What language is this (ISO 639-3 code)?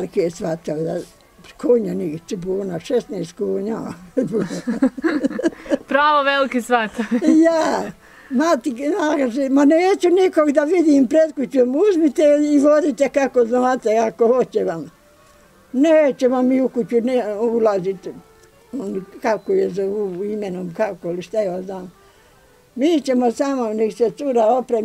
bos